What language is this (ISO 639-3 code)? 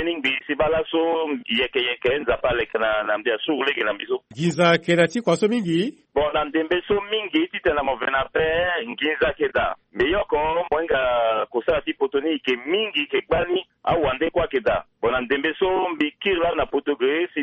sag